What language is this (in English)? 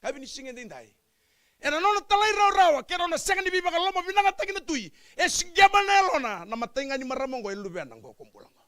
Fijian